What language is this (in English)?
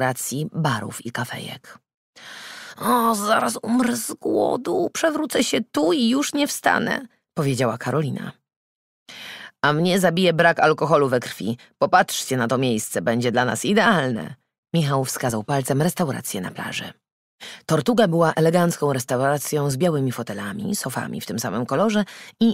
Polish